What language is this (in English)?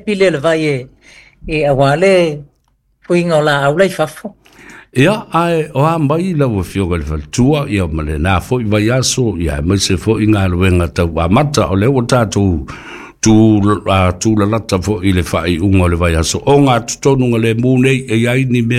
Samoan